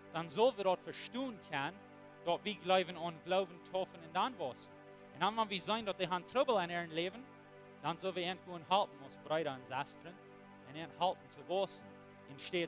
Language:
Plautdietsch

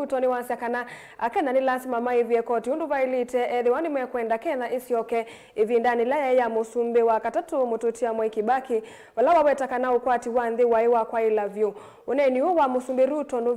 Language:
Kamba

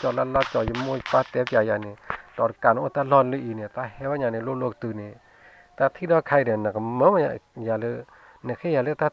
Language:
S'gaw Karen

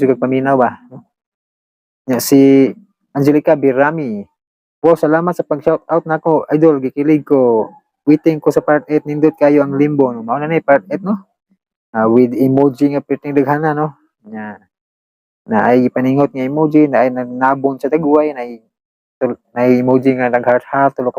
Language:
Cebuano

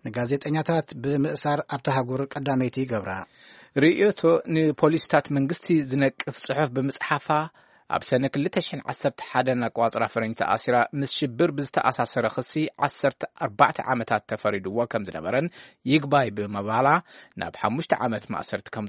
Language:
Tigrinya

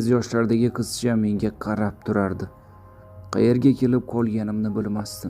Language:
Uzbek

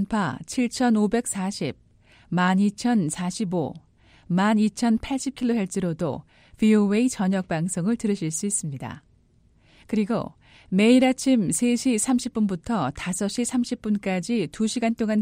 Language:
Korean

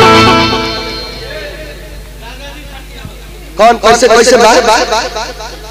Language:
Hindi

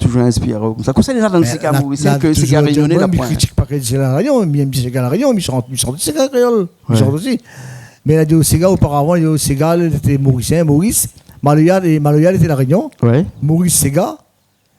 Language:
Réunion Creole French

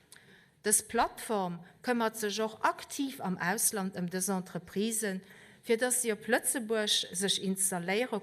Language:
Luxembourgish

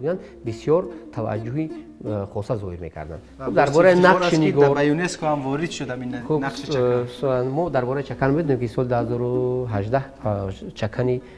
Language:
Tajik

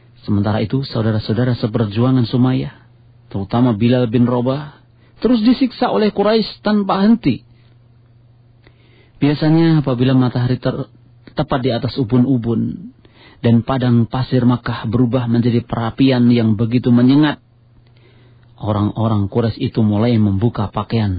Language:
Indonesian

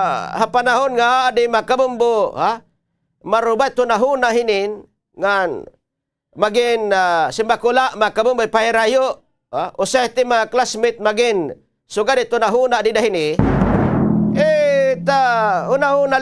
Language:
Waray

